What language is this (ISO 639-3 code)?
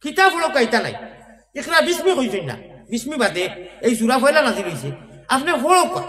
syl